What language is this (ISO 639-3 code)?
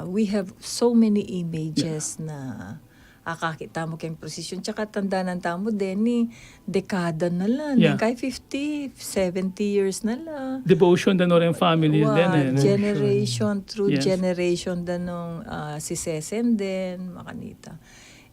pam